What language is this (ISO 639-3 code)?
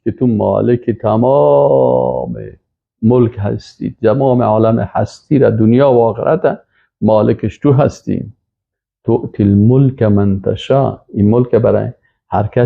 fas